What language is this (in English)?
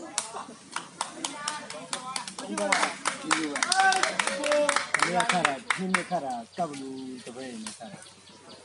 Burmese